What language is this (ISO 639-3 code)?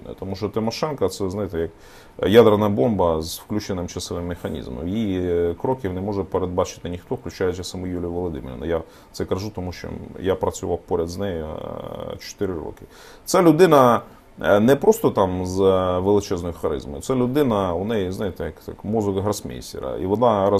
ukr